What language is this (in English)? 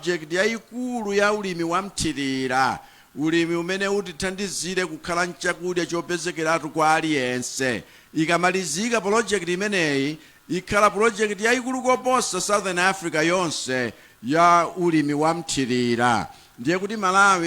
Nyanja